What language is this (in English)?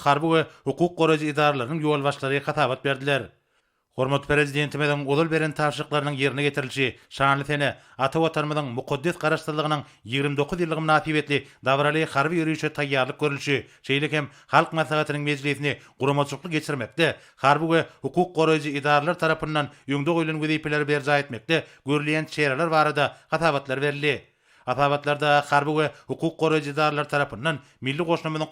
Turkmen